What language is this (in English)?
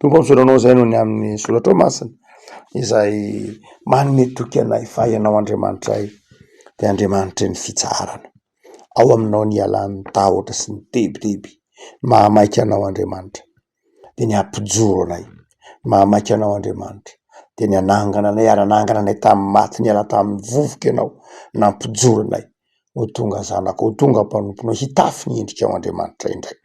Malagasy